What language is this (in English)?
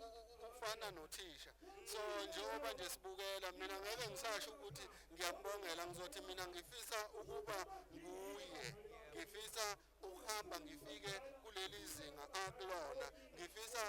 Zulu